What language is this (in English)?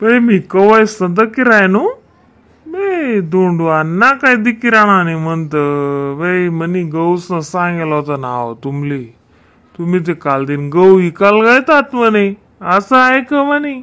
Khandesi